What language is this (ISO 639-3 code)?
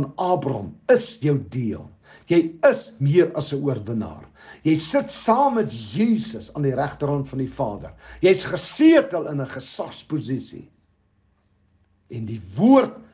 afr